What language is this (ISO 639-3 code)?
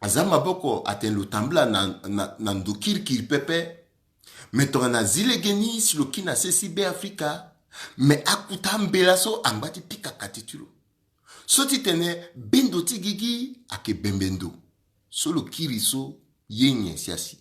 sag